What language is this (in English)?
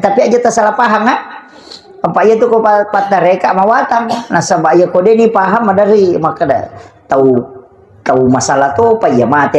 Buginese